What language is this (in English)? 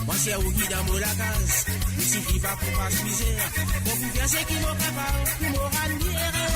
Morisyen